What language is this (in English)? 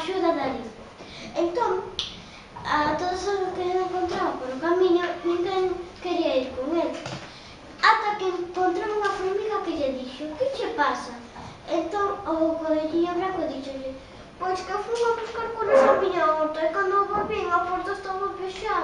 Galician